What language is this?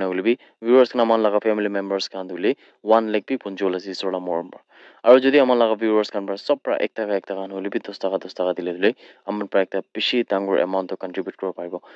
Naga Pidgin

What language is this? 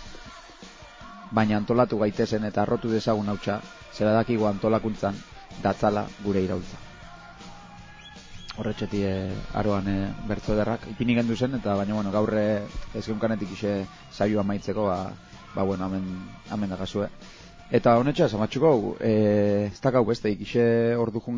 Basque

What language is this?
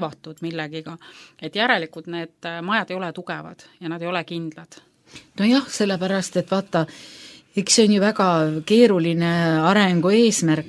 Estonian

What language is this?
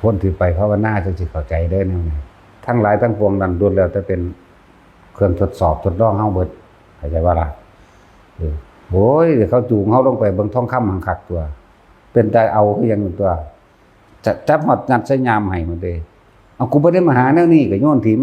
Northeastern Thai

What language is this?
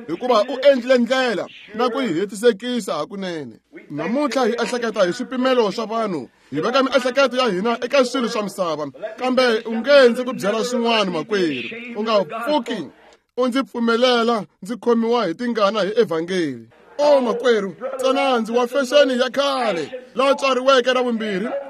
Tsonga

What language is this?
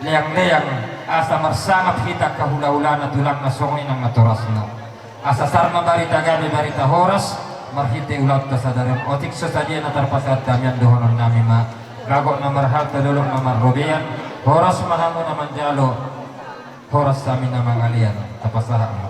Batak Toba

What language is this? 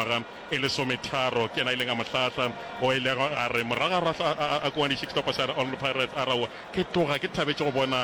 Northern Sotho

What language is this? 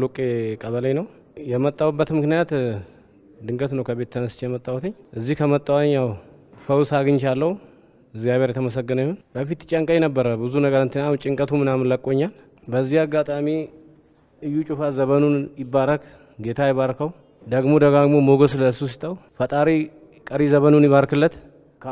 Amharic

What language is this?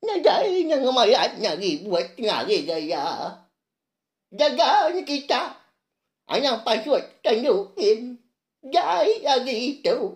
Iban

